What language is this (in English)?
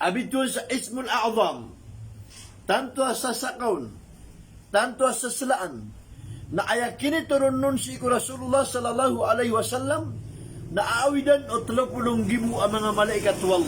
Maranao